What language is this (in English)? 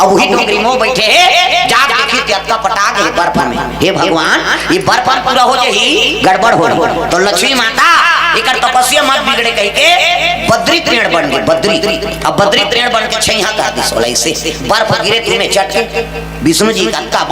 Chhattisgarhi